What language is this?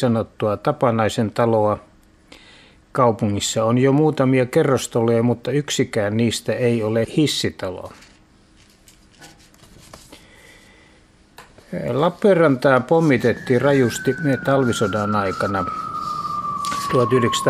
Finnish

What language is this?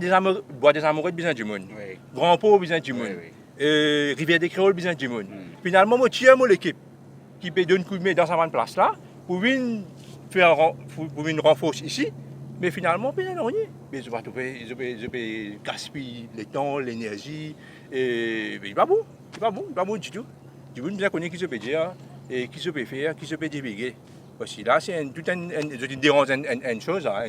Morisyen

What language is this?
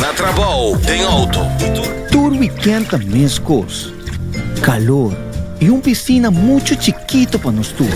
Papiamento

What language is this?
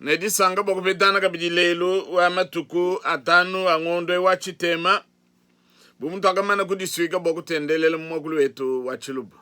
Luba-Lulua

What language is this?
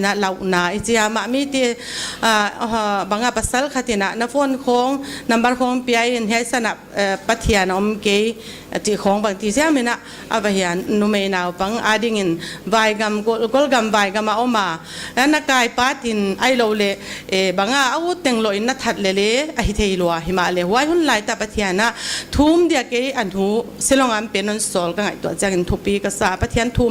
Paite Chin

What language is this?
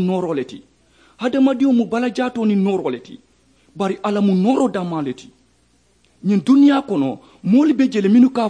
Mandingo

